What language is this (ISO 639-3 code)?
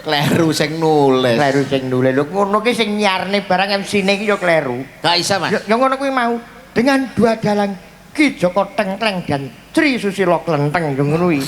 jav